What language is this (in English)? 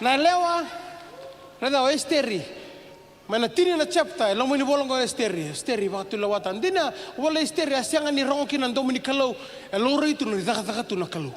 Fijian